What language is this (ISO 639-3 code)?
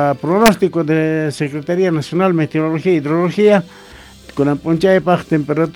que